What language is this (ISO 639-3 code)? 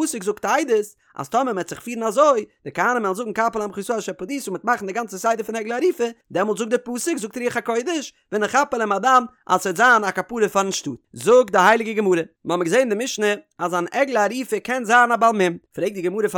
yid